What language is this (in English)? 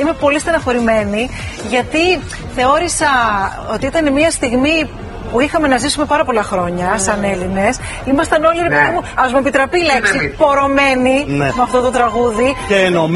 Greek